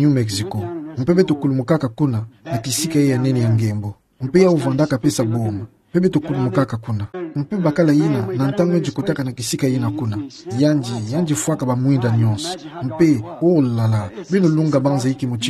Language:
Kituba (Democratic Republic of Congo)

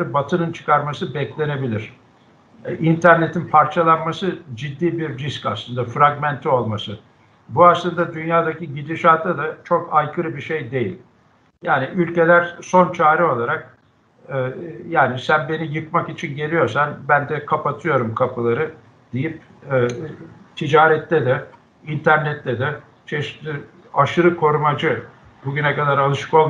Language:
Turkish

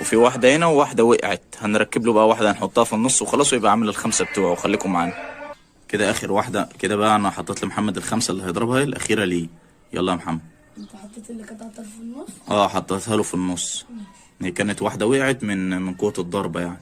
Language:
Egyptian Arabic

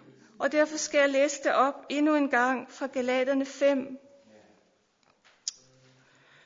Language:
Danish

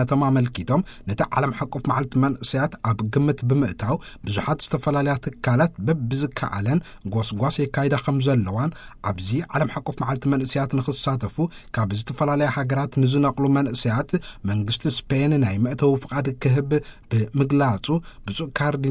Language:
Tigrinya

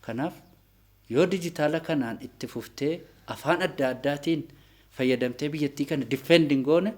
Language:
Oromo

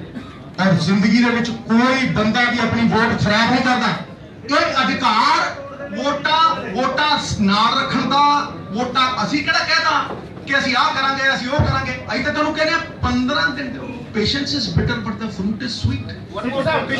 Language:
Punjabi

